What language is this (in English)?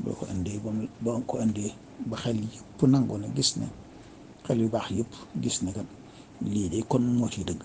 Wolof